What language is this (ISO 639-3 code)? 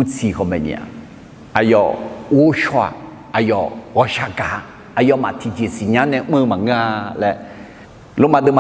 ahk